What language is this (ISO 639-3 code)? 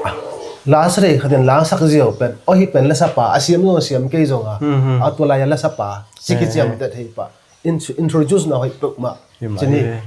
ctd